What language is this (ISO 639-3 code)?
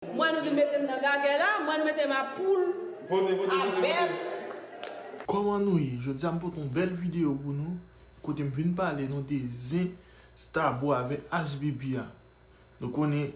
hat